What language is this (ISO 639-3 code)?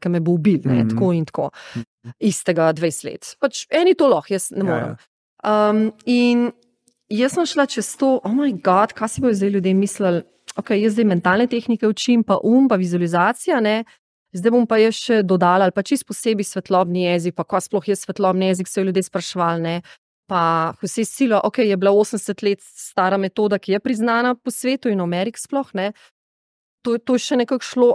slv